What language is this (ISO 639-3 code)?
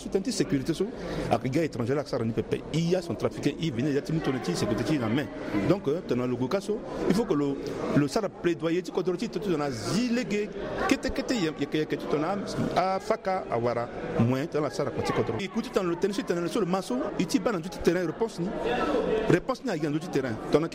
sag